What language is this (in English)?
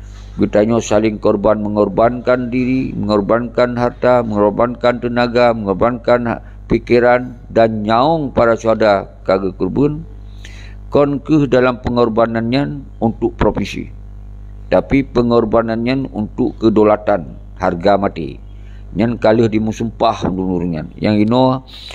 Achinese